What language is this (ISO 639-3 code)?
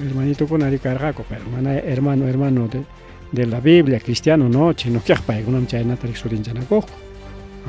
quy